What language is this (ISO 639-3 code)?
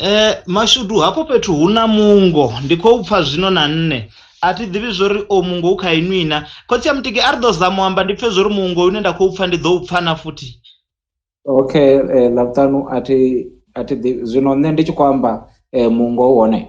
ven